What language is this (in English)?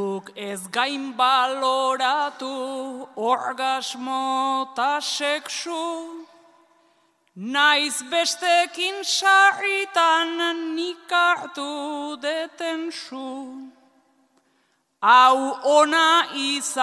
Basque